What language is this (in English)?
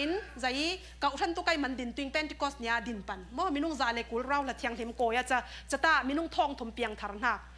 Falam Chin